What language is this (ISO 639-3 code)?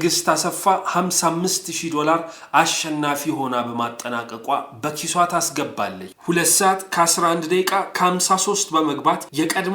amh